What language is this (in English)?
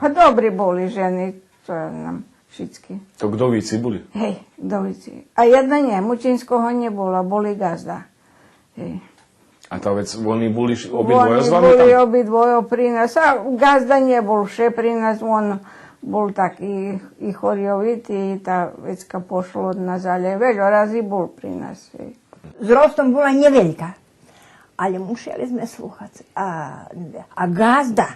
Rusyn